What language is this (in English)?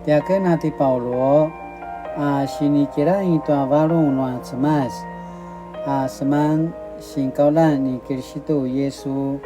Paiwan